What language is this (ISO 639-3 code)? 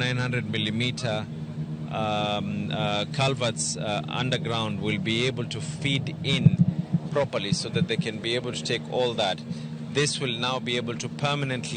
luo